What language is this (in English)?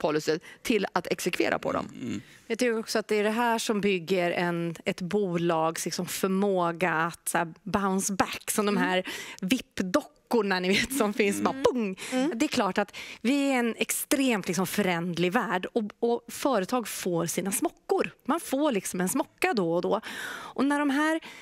Swedish